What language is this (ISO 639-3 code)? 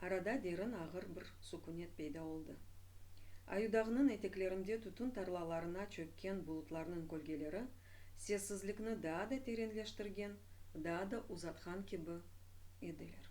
crh